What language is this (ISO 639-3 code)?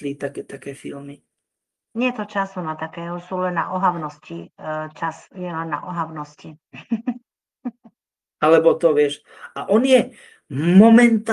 slk